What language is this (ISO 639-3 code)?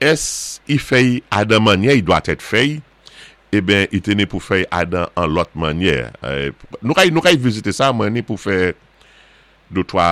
acf